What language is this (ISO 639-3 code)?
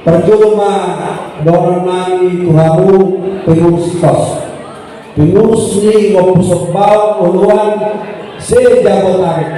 bbc